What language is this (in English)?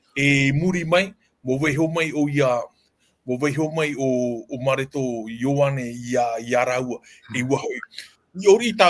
Tahitian